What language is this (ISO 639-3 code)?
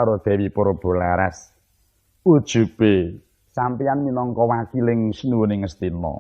jav